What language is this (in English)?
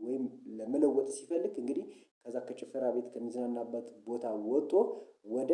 Amharic